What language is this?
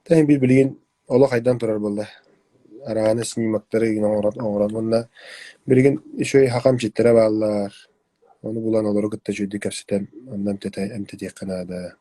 Yakut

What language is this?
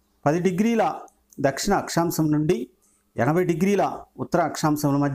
Telugu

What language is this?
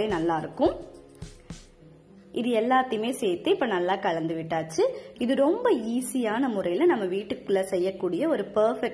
Tamil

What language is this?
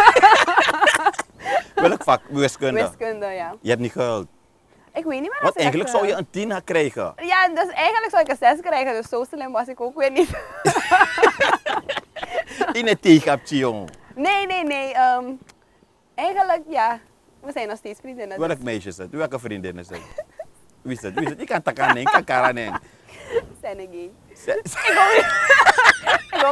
Dutch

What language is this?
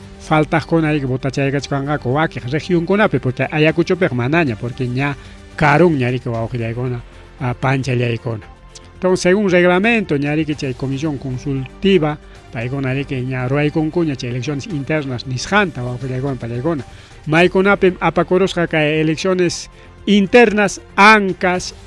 Ayacucho Quechua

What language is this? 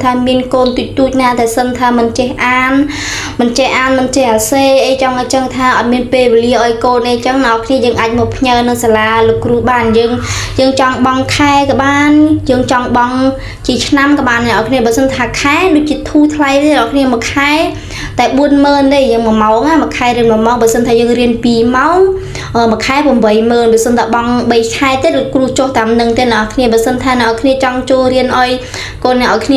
Khmer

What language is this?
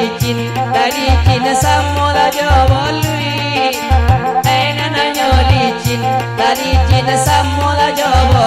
Minangkabau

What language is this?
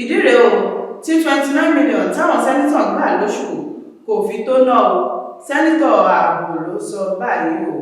Yoruba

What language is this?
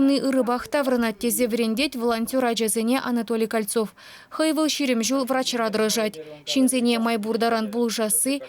Chuvash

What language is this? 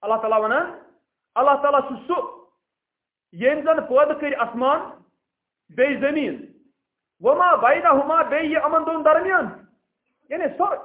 Kashmiri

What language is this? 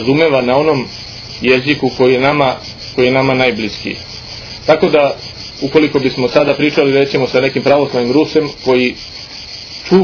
Serbian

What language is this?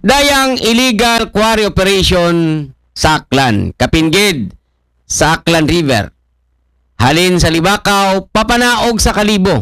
Aklanon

